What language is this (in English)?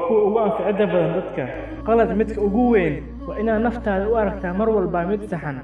Somali